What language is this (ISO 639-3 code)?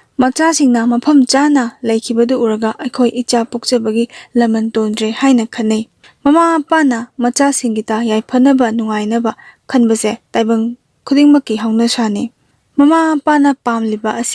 mni